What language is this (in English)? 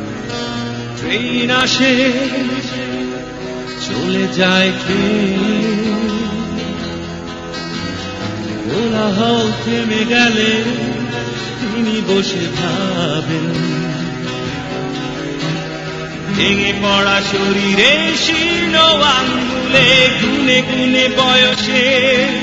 Bangla